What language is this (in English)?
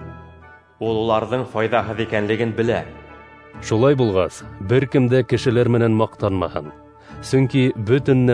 Bashkir